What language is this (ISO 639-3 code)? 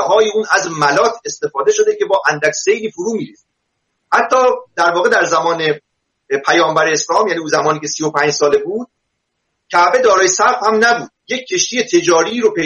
fas